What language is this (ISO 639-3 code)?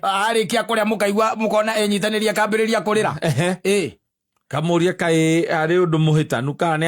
kik